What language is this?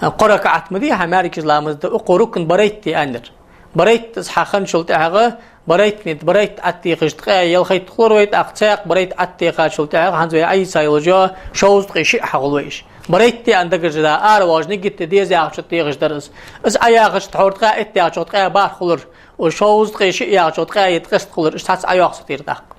Ingush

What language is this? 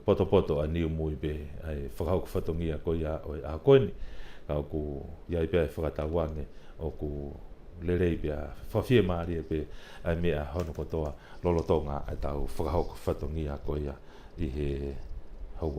Tongan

